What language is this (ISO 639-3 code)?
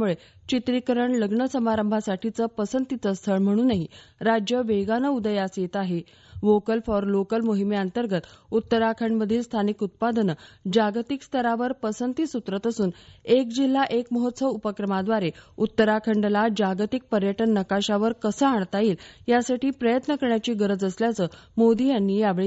mar